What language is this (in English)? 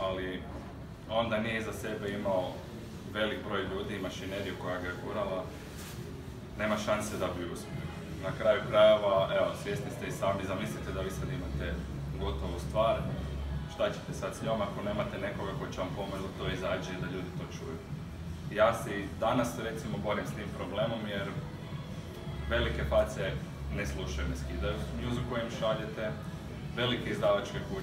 Croatian